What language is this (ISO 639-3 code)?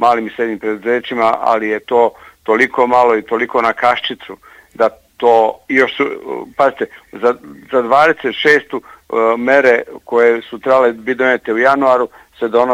bos